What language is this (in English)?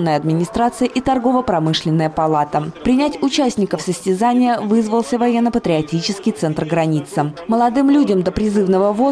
Russian